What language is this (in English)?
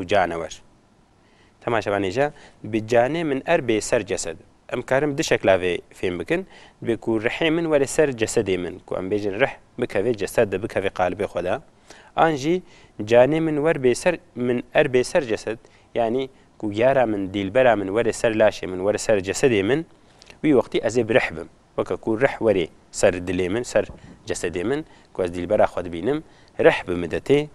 Kurdish